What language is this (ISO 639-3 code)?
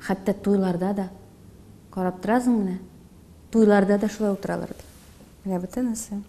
tat